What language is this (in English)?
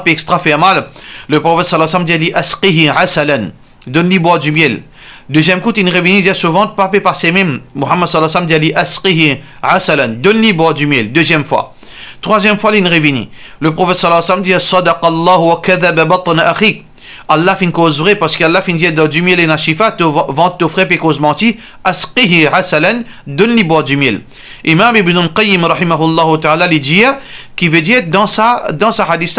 Morisyen